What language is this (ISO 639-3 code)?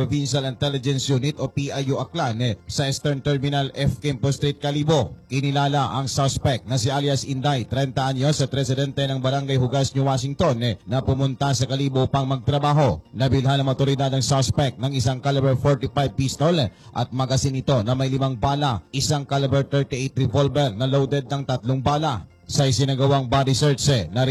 fil